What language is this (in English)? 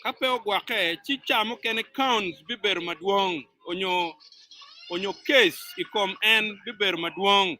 Acoli